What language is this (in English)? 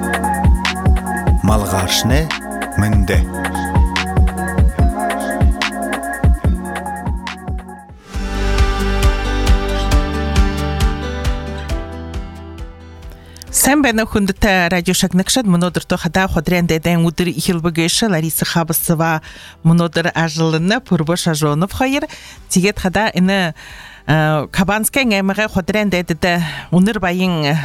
Buriat